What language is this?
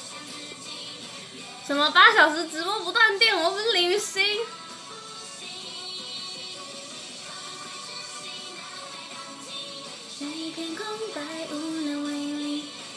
Chinese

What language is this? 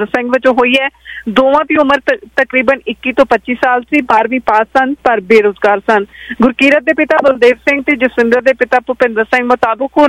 Punjabi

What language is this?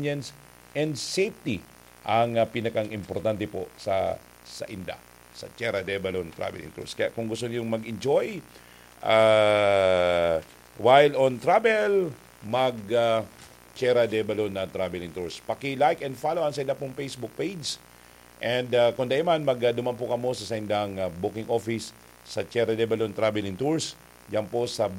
Bikol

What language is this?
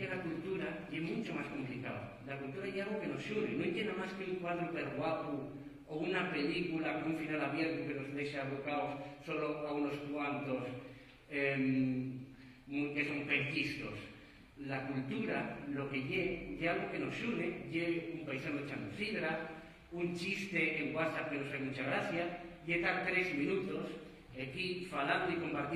Asturian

